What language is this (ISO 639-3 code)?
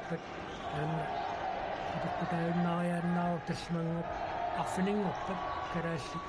kal